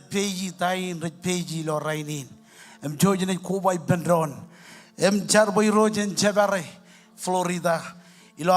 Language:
Marshallese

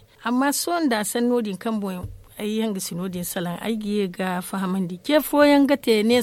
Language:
Zarma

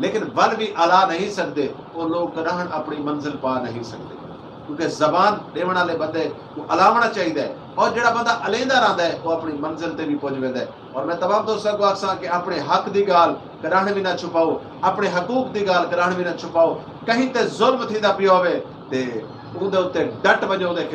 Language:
Saraiki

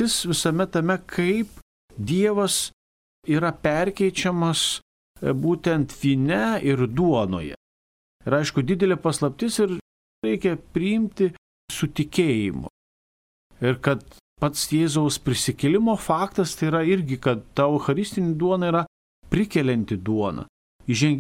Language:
Lithuanian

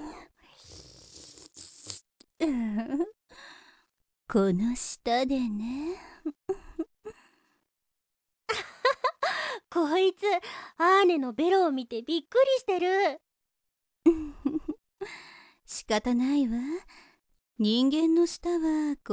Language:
Japanese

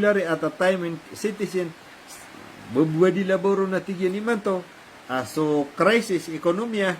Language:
Maranao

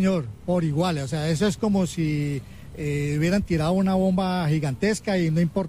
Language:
Spanish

